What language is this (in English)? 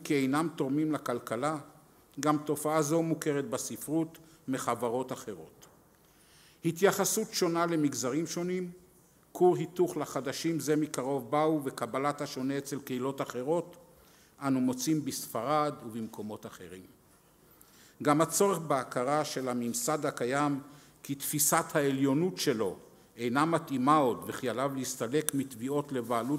Hebrew